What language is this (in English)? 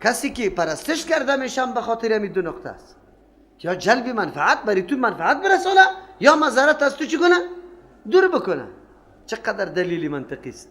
Persian